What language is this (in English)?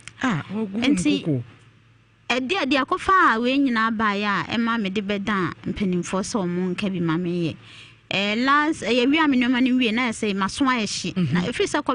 Akan